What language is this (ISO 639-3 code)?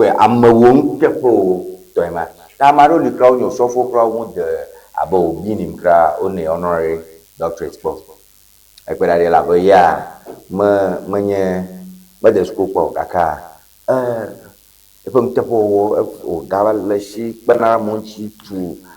ewe